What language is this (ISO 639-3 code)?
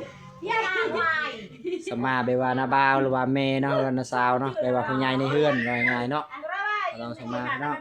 lao